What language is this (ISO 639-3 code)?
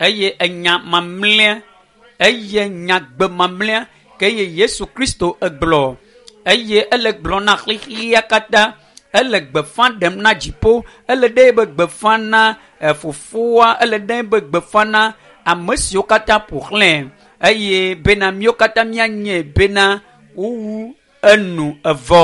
ewe